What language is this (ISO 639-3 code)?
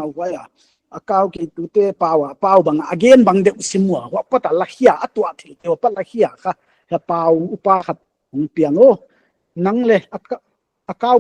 pck